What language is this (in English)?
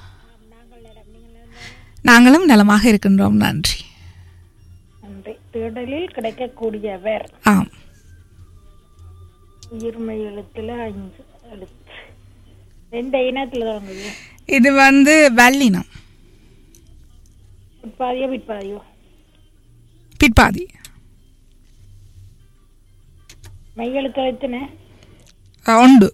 Tamil